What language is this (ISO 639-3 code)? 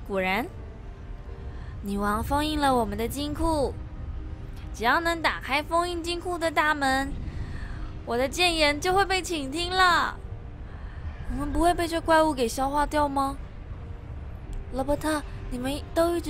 zho